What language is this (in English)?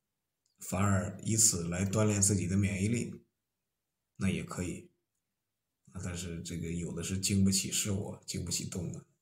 Chinese